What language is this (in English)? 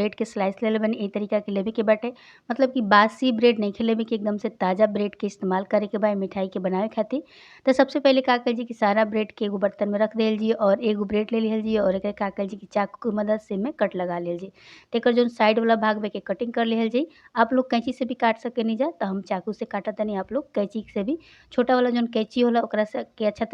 Bhojpuri